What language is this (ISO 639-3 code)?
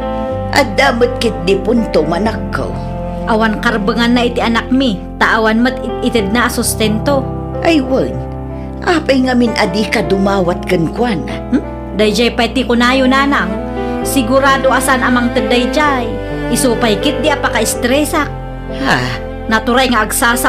ilo